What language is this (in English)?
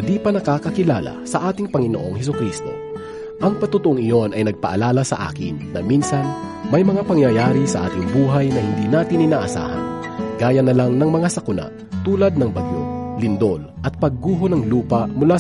Filipino